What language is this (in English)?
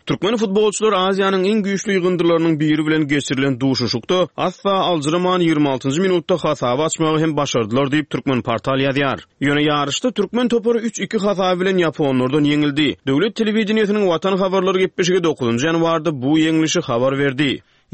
Turkmen